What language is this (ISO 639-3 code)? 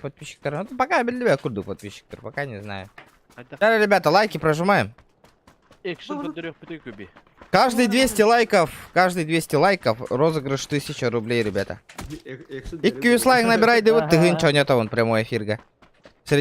sah